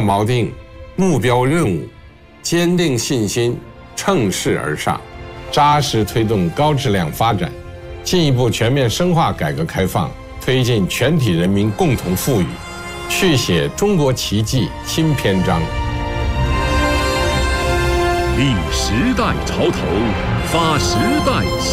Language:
Chinese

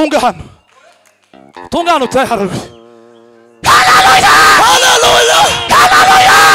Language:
Kinyarwanda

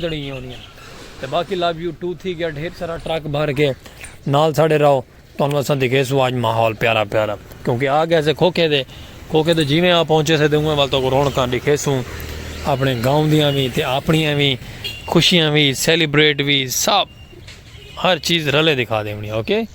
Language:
Saraiki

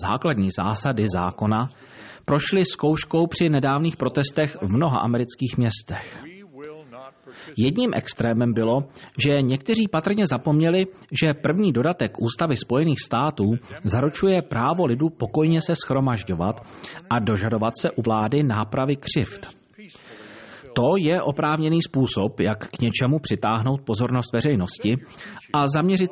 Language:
Czech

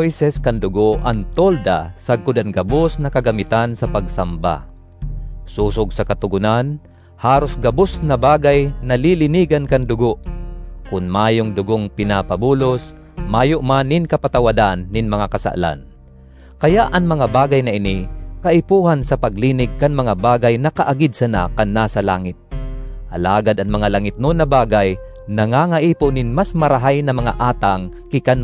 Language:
Bikol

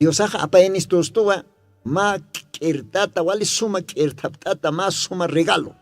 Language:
Aymara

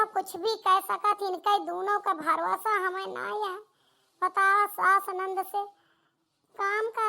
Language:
Awadhi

